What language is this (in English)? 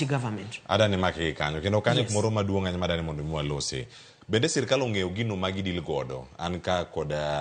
Luo (Kenya and Tanzania)